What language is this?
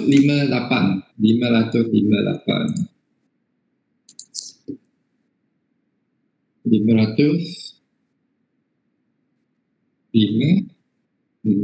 Malay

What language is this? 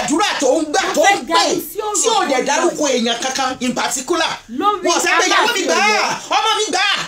Yoruba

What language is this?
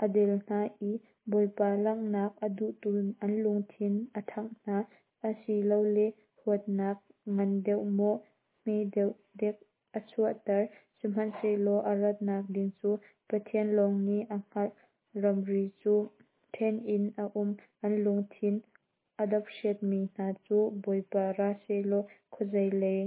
Hakha Chin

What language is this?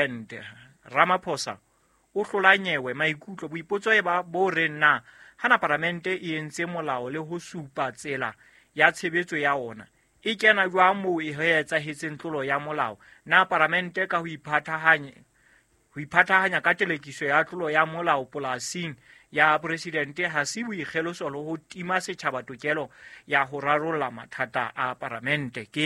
Southern Sotho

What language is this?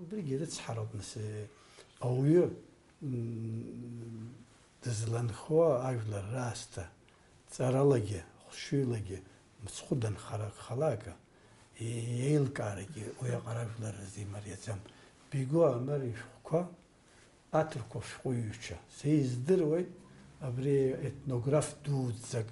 Abkhazian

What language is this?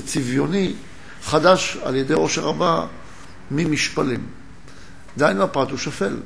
Hebrew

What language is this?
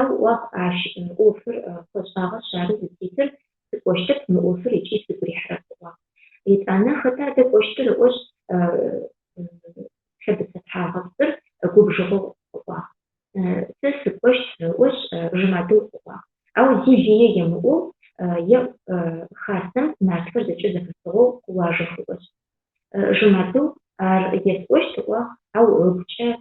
Adyghe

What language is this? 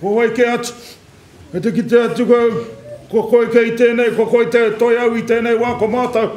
Māori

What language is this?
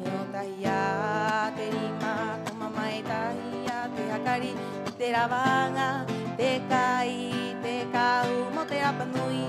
Rapanui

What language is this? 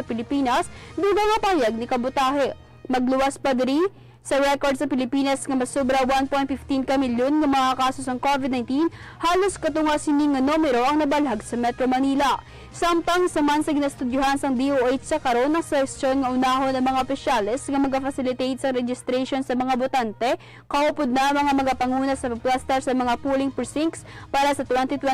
Hiligaynon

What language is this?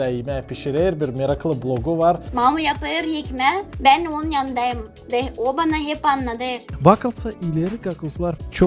Gagauz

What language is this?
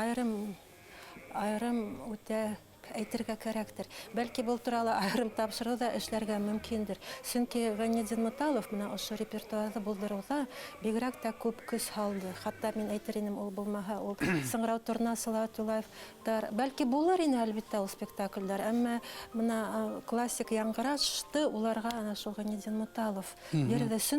Bashkir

